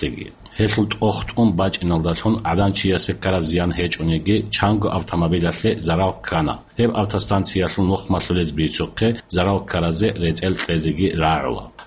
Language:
Avaric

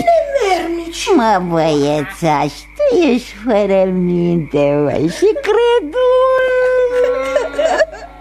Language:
Romanian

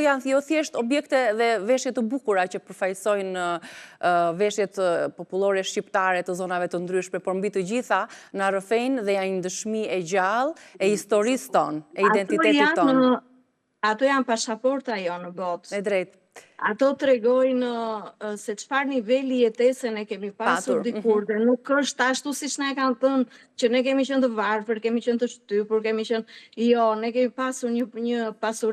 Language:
Albanian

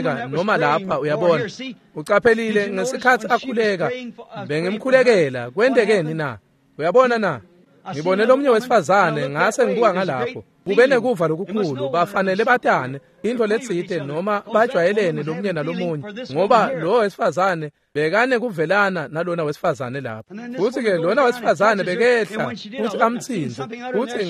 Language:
Swati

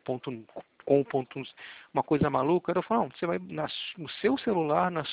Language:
Portuguese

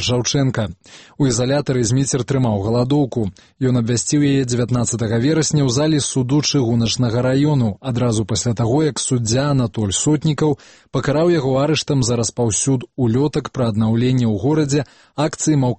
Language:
Belarusian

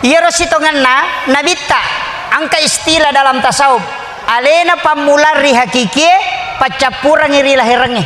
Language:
Buginese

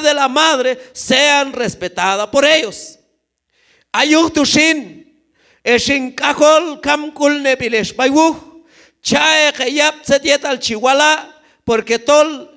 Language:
Q'anjob'al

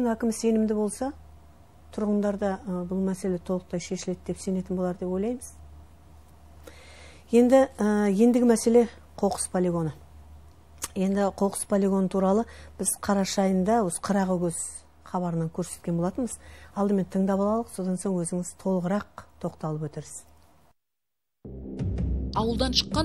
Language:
Kazakh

